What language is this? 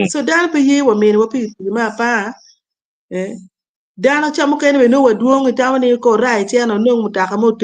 Acoli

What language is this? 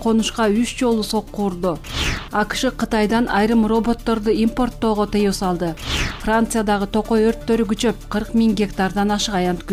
Kyrgyz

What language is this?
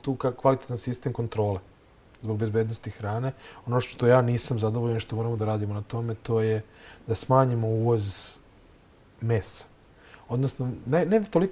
Serbian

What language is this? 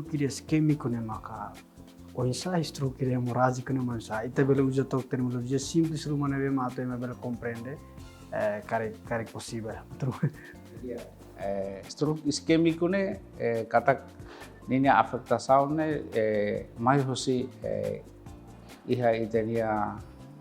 Tetum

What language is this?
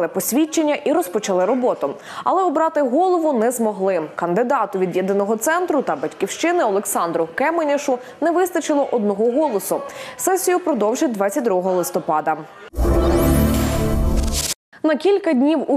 Ukrainian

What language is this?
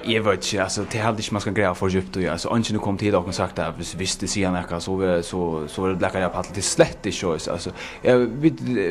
Faroese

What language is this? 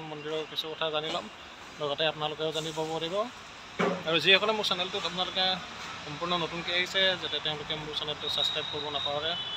Assamese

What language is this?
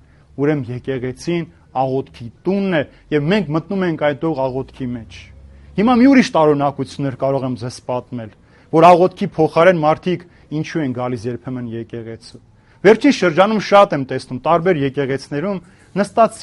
Armenian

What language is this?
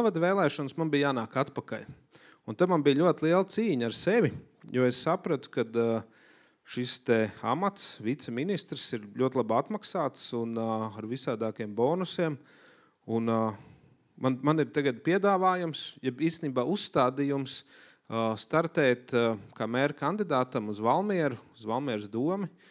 Latvian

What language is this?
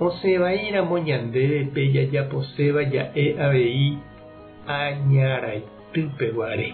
Guarani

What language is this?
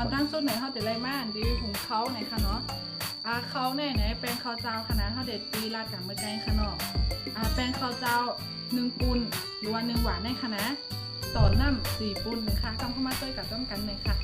Shan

